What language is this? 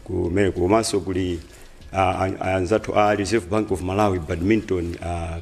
Nyanja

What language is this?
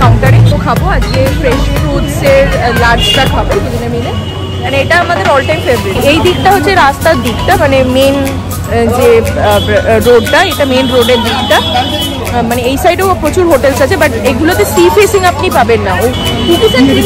Bangla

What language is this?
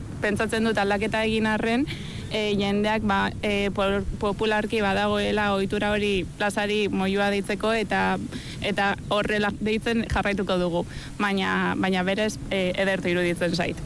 Basque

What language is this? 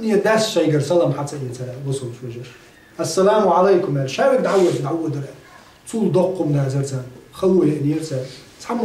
Chechen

